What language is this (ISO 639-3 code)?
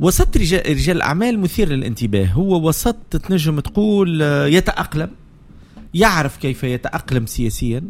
aeb